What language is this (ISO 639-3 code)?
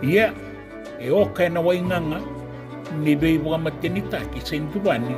fij